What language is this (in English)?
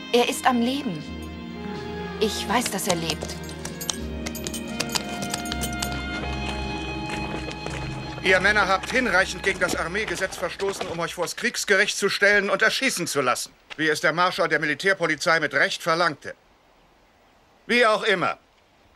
German